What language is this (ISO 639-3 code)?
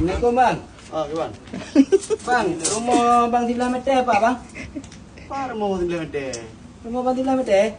ace